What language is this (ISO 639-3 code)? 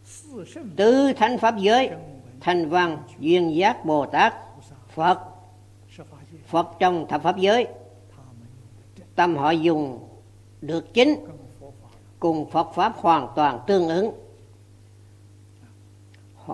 vie